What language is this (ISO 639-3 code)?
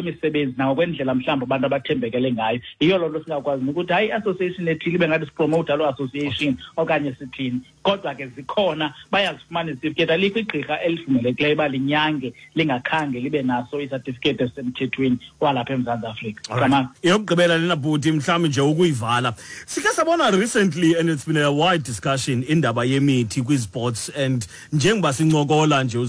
xho